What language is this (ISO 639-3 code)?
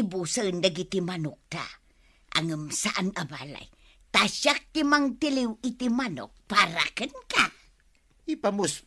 ilo